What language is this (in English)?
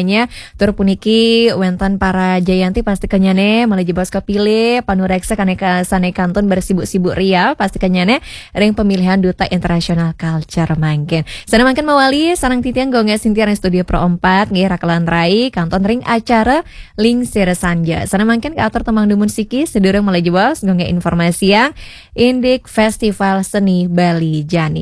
Balinese